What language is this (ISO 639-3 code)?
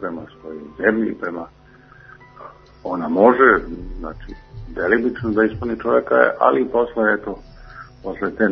srp